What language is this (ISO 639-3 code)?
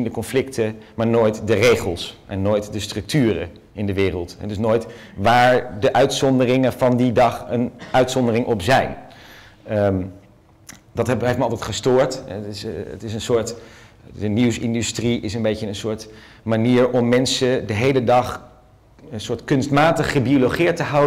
nld